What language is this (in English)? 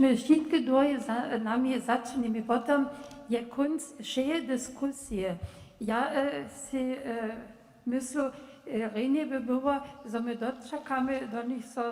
Upper Sorbian